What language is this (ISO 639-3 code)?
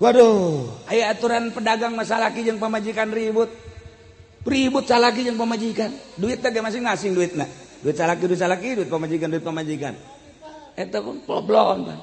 sun